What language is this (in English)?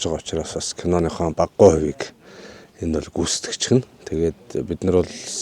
Mongolian